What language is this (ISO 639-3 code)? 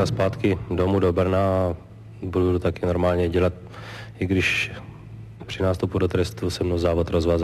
ces